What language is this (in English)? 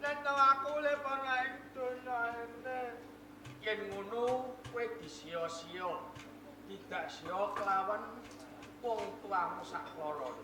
Javanese